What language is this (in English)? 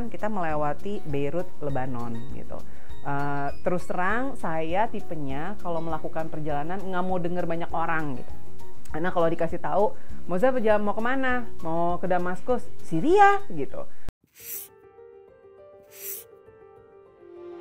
Indonesian